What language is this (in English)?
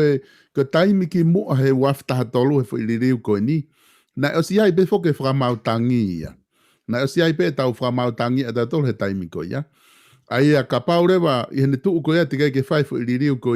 Tongan